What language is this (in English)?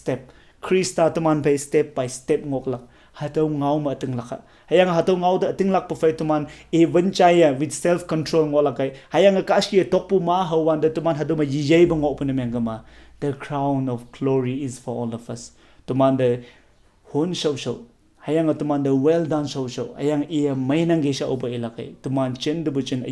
Konyak Naga